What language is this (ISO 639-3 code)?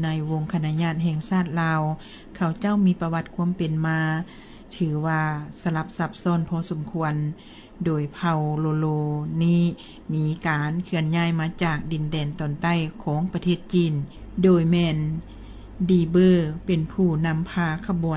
lao